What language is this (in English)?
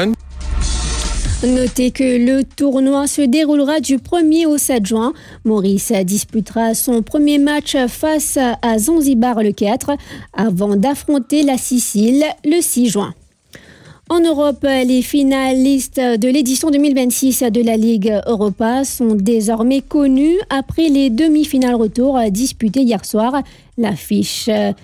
French